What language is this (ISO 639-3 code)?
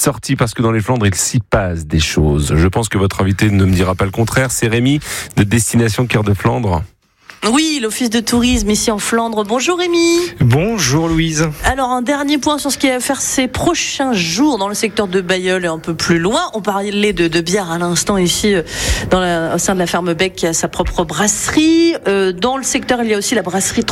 fra